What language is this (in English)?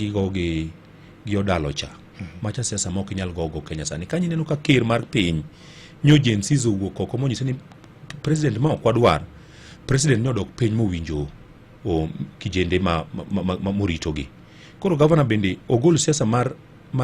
Luo (Kenya and Tanzania)